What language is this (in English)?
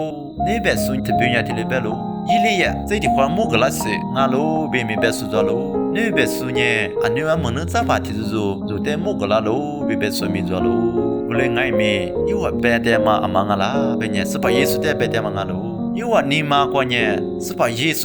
Lisu